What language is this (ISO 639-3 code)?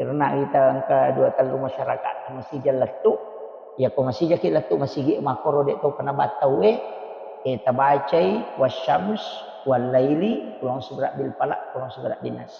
bug